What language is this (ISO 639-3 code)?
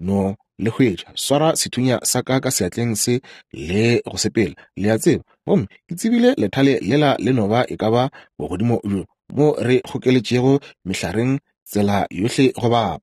nso